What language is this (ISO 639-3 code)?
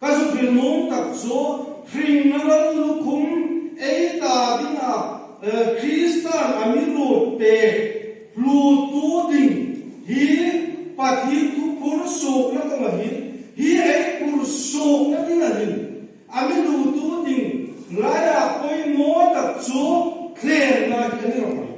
hmr